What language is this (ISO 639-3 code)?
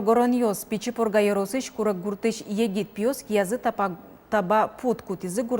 udm